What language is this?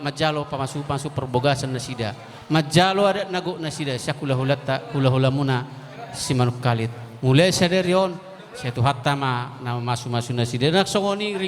Batak Toba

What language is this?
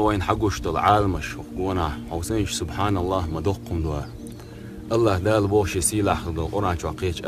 Chechen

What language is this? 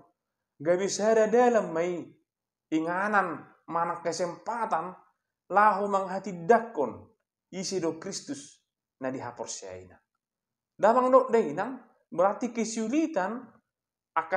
Batak Toba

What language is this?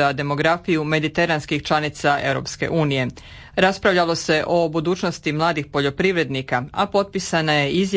Croatian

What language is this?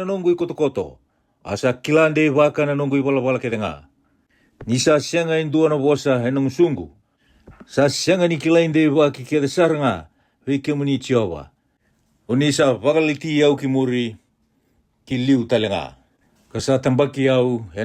Fijian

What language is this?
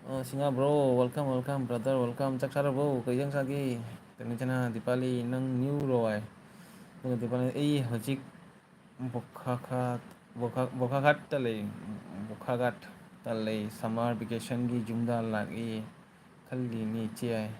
Manipuri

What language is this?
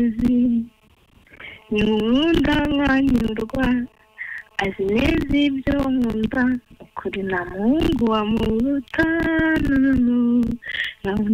Kinyarwanda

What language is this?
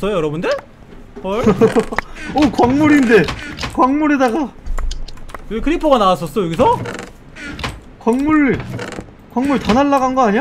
Korean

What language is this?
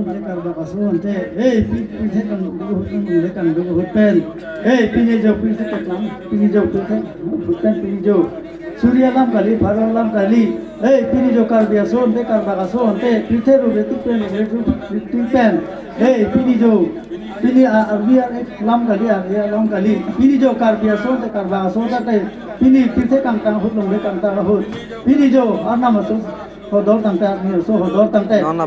Karbi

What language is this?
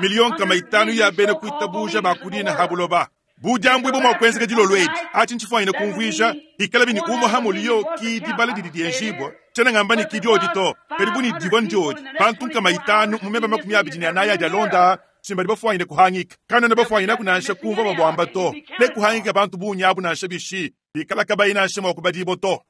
Luba-Lulua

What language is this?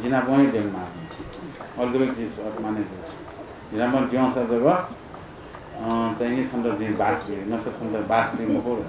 Newari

